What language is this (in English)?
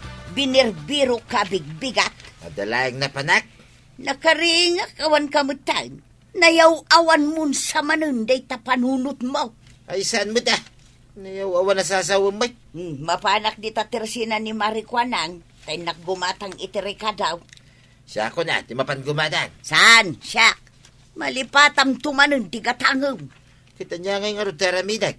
Iloko